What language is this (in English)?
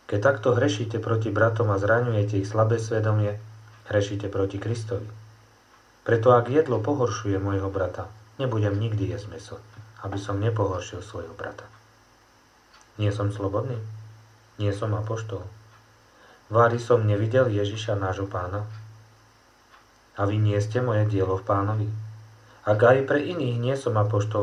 Slovak